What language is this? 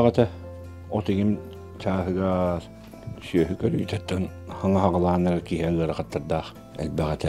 Yakut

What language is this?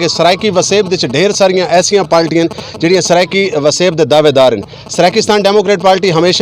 Saraiki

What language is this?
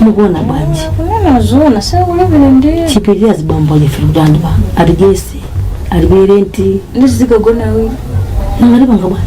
Nyanja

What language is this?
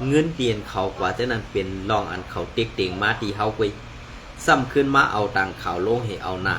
Shan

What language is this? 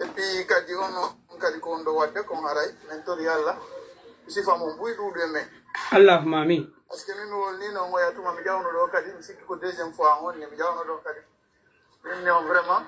Pular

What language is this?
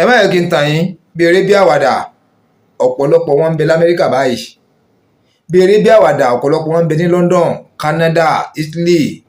Yoruba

